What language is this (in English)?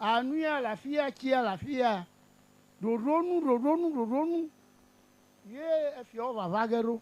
Ewe